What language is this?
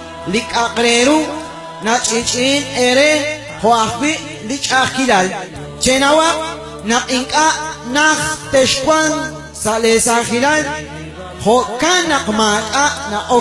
Kekchí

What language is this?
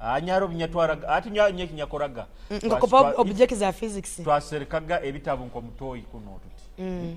Nyoro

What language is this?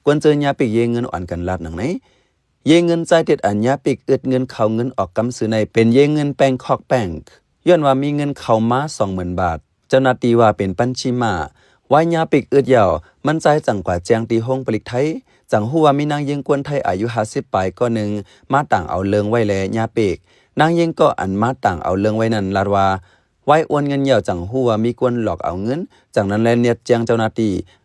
Shan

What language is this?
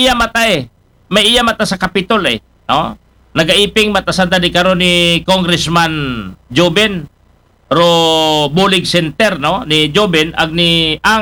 Aklanon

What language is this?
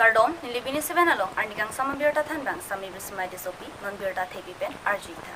Karbi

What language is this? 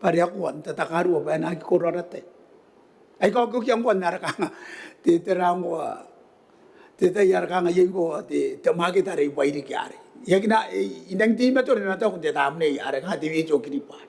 Gilbertese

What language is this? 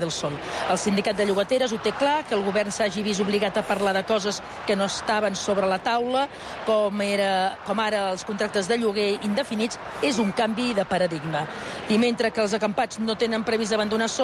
Catalan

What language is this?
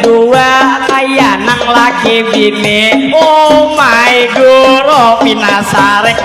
Banjar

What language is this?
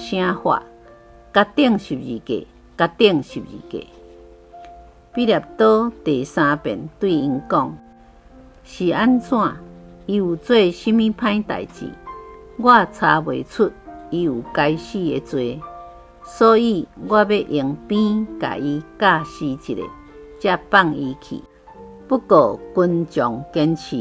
Min Nan Chinese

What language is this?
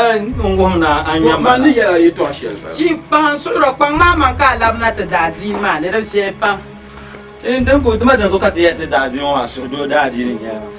Dagbani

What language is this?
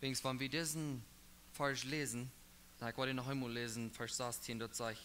Plautdietsch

